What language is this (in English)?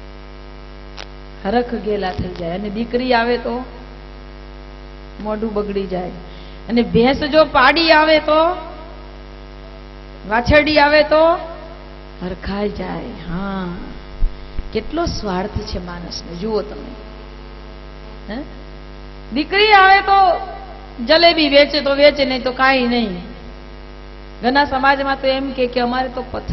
Gujarati